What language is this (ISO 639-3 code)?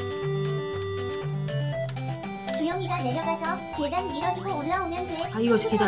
kor